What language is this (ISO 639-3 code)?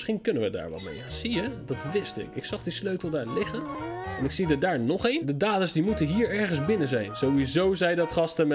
nld